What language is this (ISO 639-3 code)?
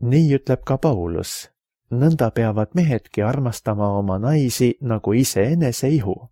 est